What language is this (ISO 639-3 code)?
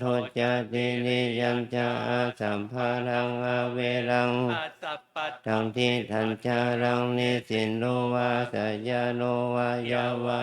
pli